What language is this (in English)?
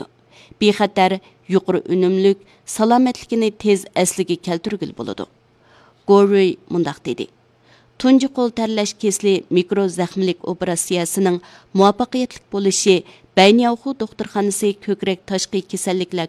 Uyghur